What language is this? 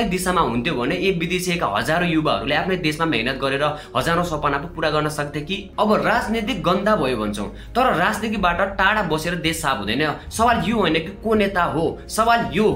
Nepali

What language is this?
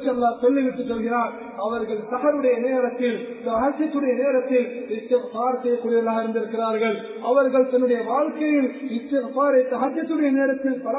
Tamil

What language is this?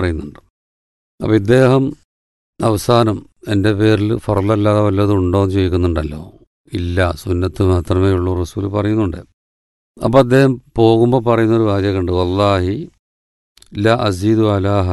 Malayalam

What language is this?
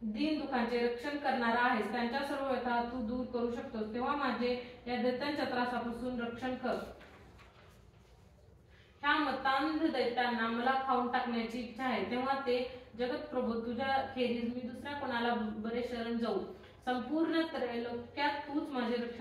Marathi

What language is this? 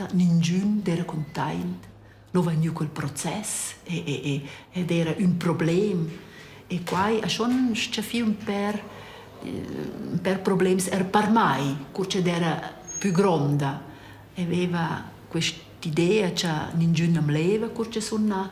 Romansh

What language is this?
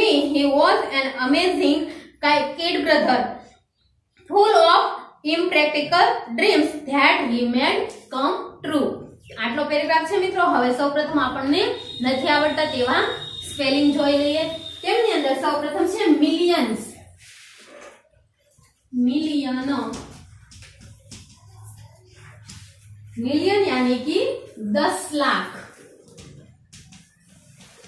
Gujarati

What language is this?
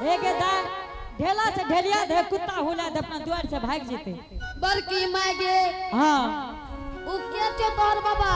Angika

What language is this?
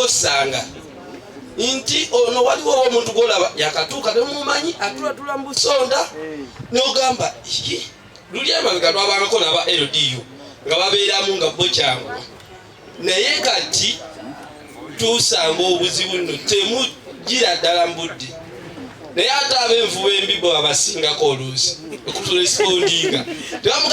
Ganda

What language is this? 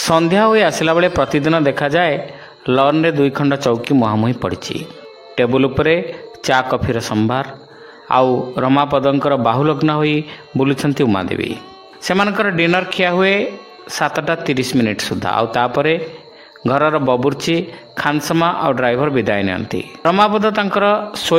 Odia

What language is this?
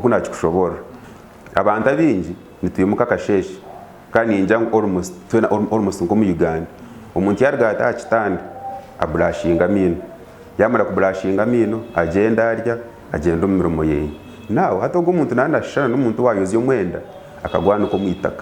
Nyankole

